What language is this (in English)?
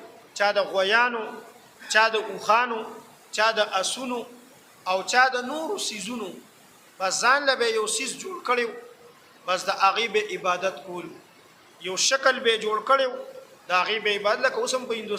Pashto